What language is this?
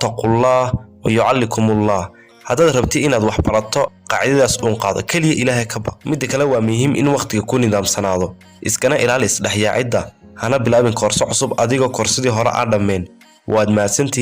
Somali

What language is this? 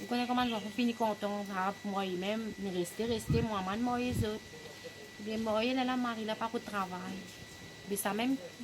Morisyen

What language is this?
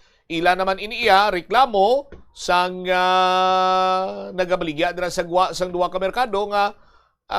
Hiligaynon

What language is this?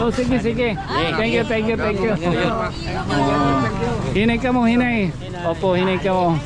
Waray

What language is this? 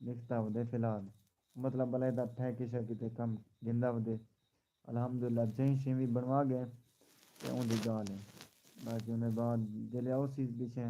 Saraiki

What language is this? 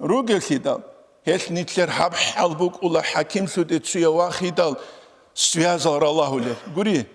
Avaric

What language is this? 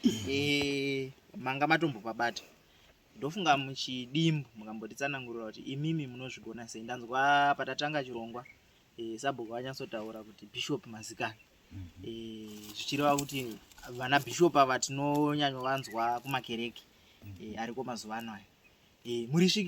Shona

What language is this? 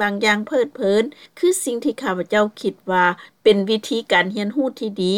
Lao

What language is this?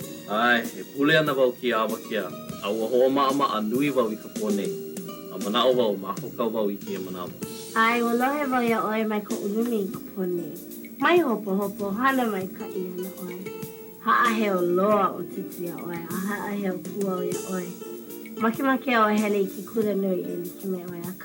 Hawaiian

